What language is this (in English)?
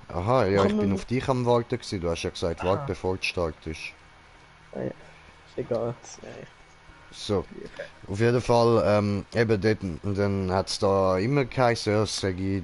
Swiss German